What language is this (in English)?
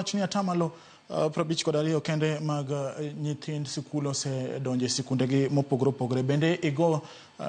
Luo (Kenya and Tanzania)